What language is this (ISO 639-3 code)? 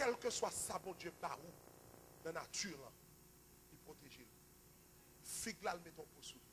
hat